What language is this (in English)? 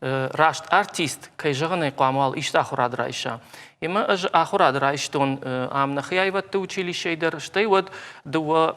Ossetic